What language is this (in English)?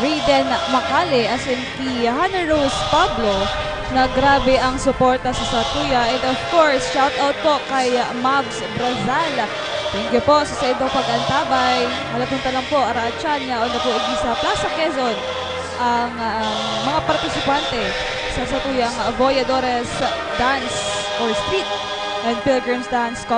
Bikol